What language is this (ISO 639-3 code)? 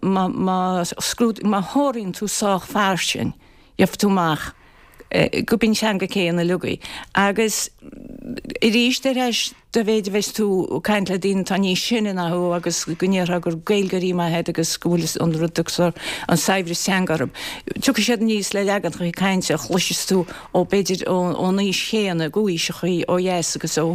gle